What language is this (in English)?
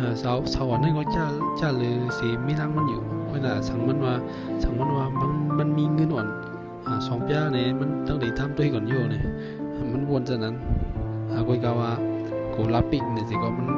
Shan